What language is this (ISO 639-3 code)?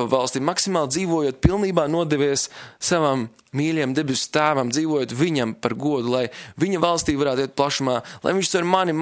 lav